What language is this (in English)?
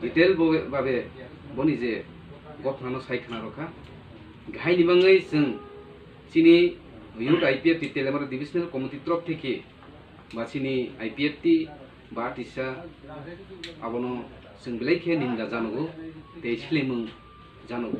Kok Borok